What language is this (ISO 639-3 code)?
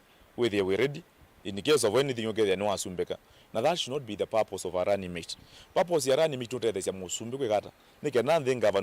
kam